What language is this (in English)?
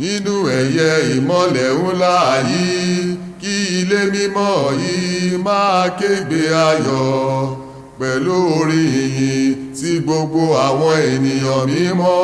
Yoruba